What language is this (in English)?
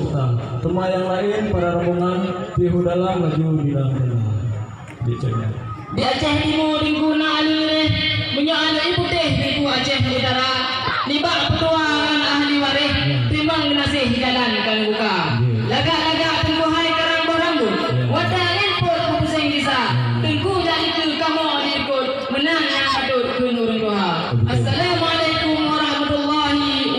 Achinese